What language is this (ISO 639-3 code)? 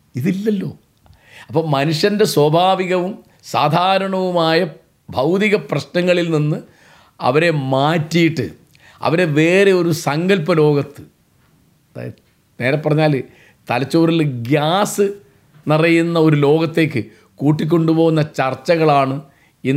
mal